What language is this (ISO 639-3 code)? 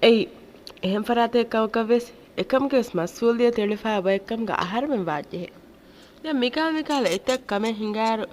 div